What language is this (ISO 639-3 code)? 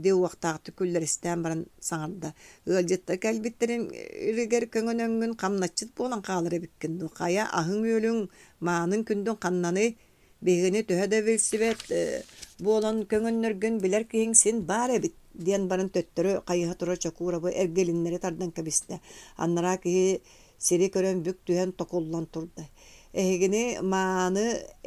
sah